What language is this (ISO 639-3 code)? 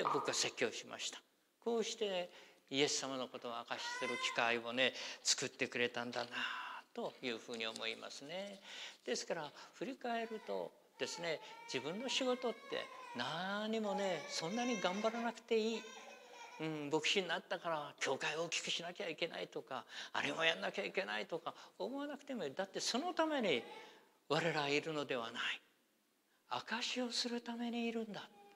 jpn